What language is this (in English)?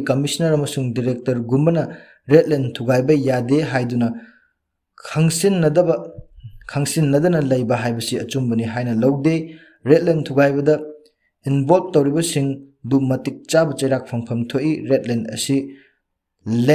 Manipuri